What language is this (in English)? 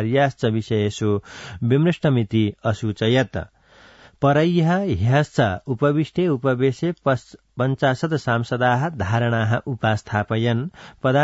Sanskrit